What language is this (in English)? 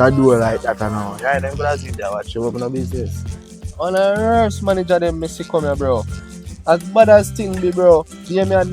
Jamaican Creole English